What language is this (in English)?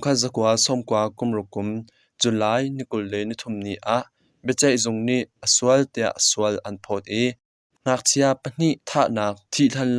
Hakha Chin